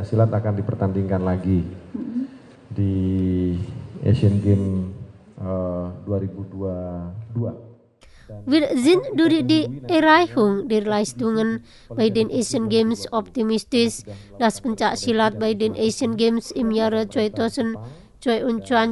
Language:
German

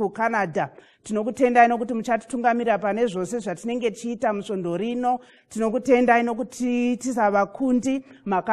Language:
Shona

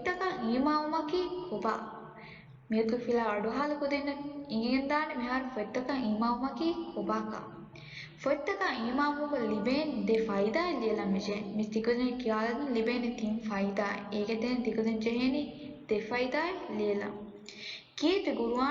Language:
Divehi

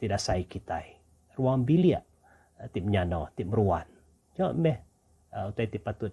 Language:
Iban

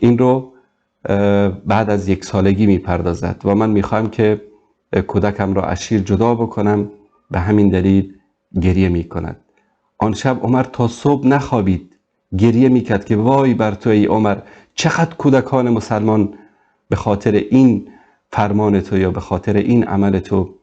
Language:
Persian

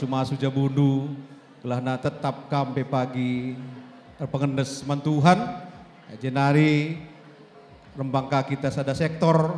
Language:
Batak Karo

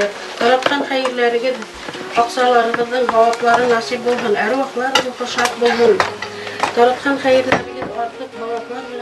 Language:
Bashkir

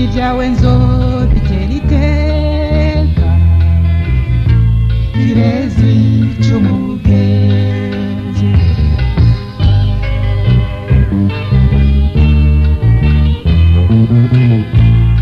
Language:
Rundi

